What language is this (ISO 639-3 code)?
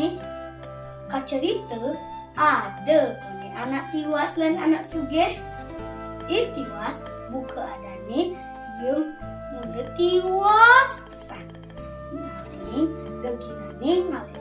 ban